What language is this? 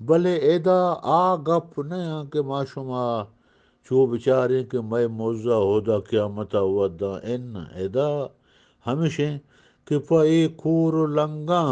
Eastern Balochi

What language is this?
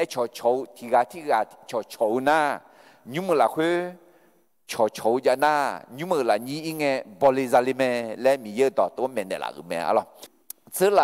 Akha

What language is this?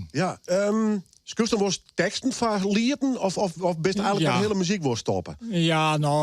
Western Frisian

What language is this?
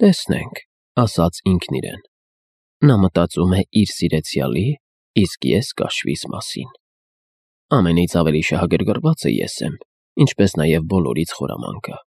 Armenian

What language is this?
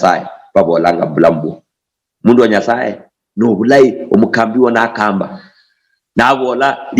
Luyia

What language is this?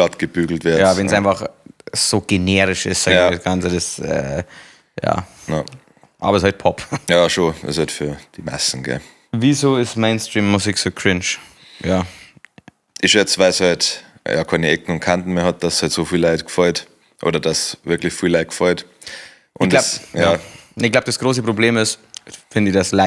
Bavarian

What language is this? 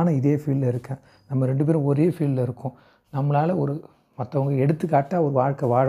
Tamil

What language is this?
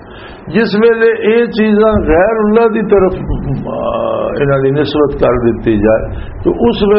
Western Panjabi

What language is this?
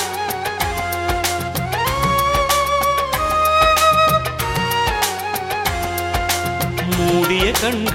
Tamil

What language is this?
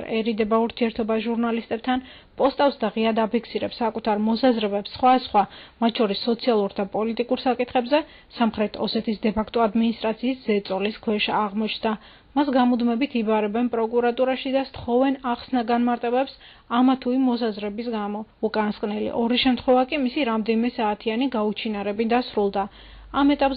Georgian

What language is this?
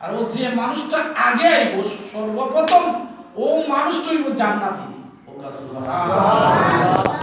Sylheti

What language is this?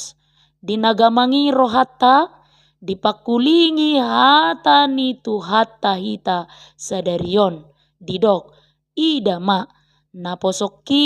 Batak Toba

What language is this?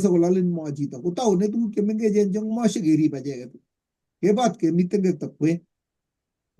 Kalenjin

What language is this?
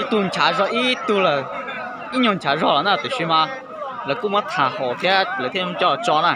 Hmong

